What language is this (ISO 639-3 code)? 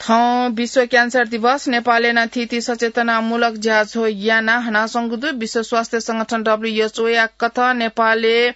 new